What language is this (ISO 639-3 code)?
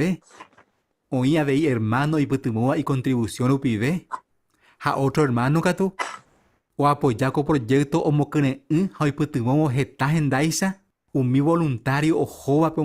grn